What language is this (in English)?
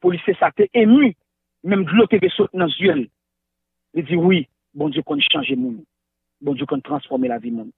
Haitian Creole